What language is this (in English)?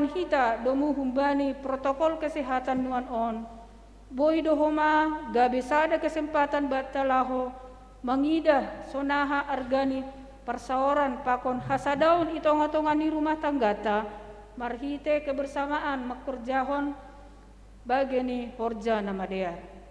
Batak Simalungun